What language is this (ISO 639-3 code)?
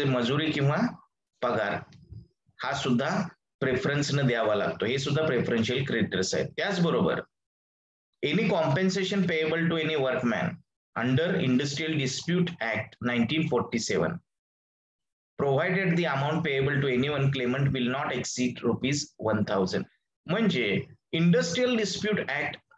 mar